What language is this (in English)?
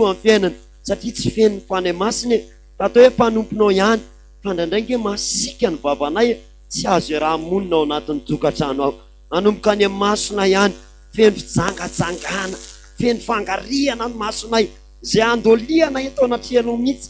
Malagasy